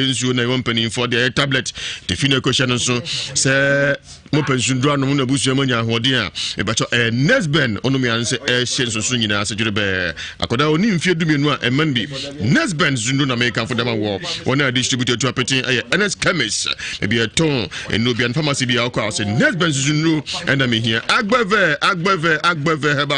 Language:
Akan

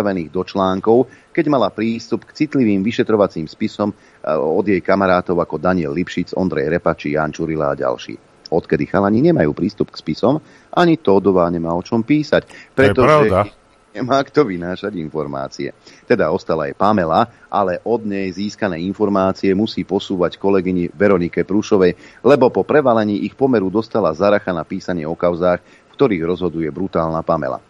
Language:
Slovak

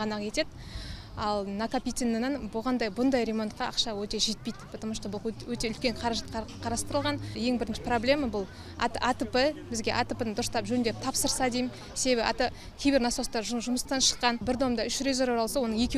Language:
Kazakh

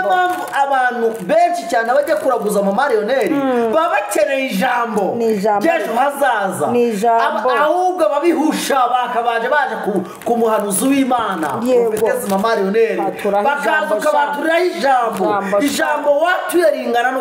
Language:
Kinyarwanda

